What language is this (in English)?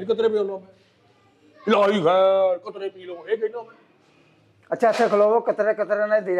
Punjabi